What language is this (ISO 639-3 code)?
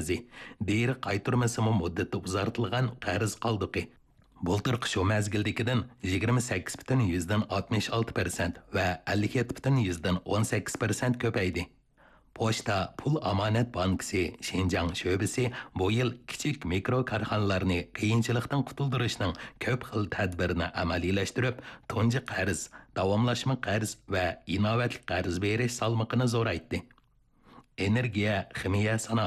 uig